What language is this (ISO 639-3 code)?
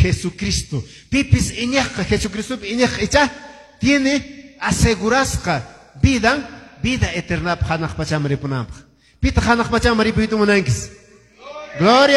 que